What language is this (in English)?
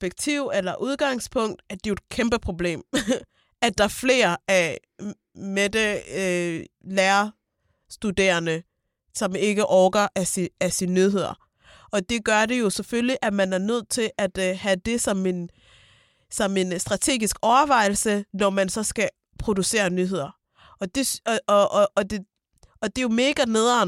Danish